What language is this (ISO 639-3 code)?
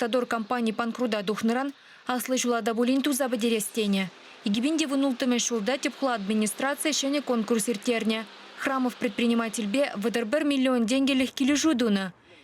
chv